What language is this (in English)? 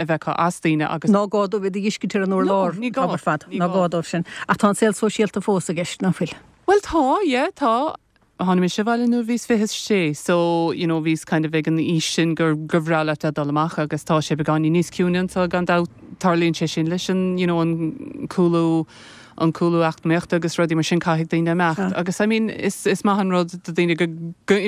Irish